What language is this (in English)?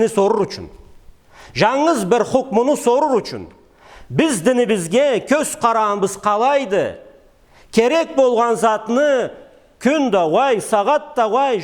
Karachay-Balkar